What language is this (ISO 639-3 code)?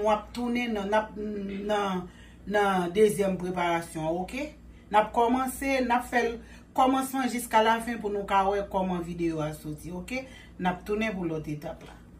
hat